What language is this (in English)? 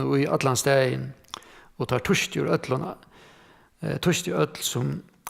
Faroese